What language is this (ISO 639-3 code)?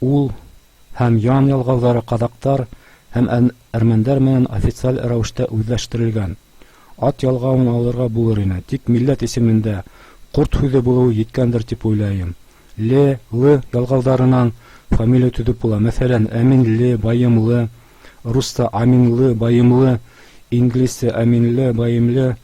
bak